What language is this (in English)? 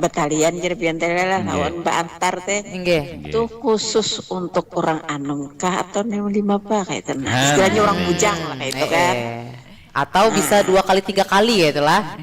Banjar